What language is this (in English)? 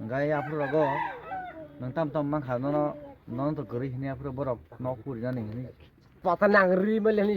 Kok Borok